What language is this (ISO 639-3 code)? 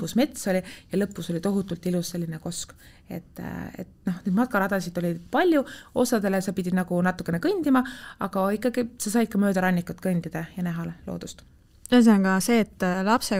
est